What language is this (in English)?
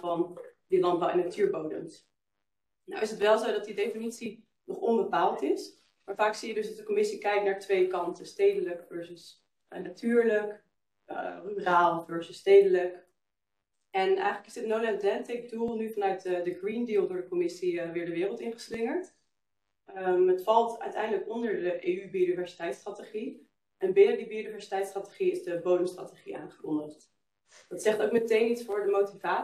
Dutch